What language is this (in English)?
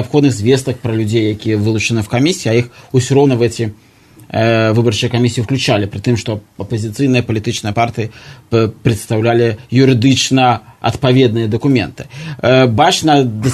Belarusian